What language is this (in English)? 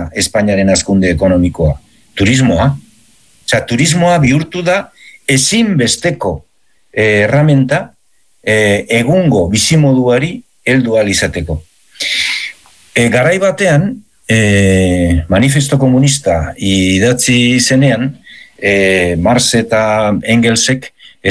Basque